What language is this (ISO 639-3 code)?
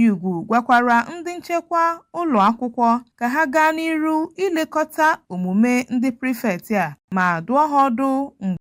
ibo